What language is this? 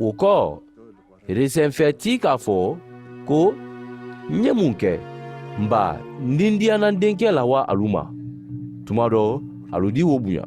Mandingo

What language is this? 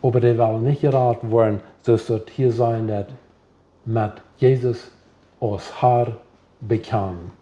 Plautdietsch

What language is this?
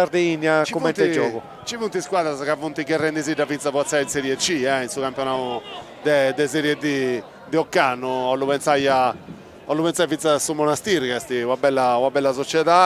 Sardinian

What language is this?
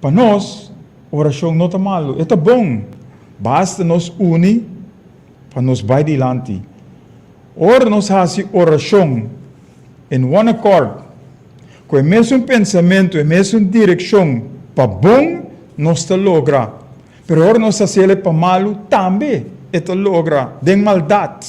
Papiamento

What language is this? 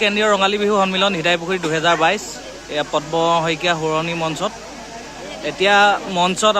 Assamese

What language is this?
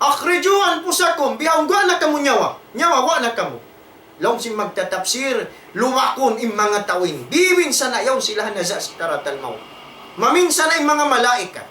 Tausug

